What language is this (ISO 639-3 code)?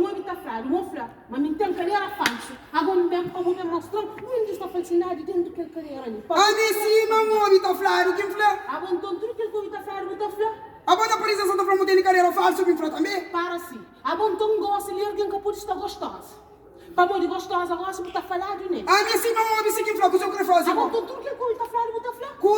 kea